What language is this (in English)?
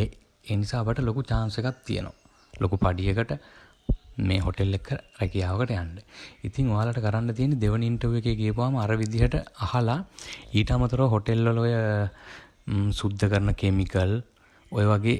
Sinhala